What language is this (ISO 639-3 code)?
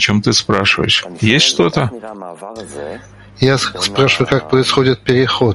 rus